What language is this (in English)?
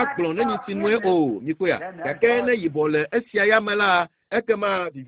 Ewe